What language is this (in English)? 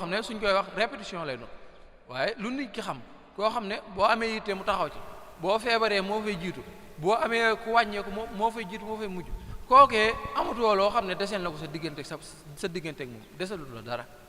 Wolof